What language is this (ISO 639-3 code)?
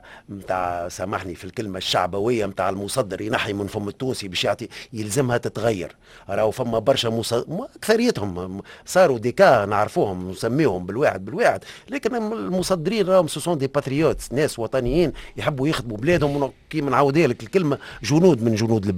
aeb